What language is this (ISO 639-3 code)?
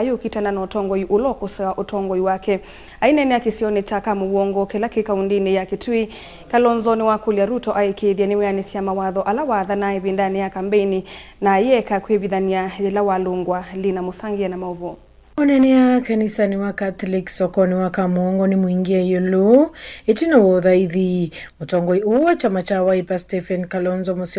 kam